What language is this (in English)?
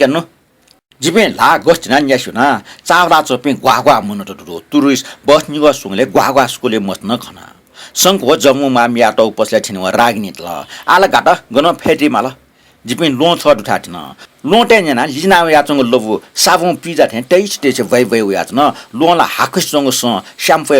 Newari